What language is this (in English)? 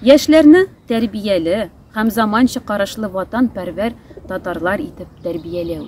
Tatar